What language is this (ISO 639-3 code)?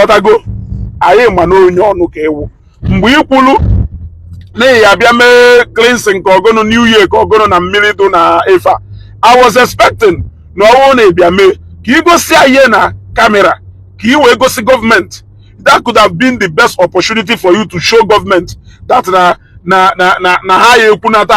ibo